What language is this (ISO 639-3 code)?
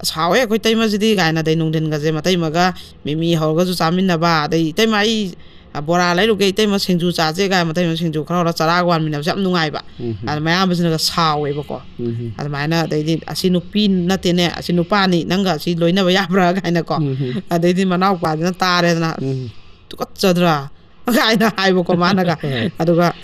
mni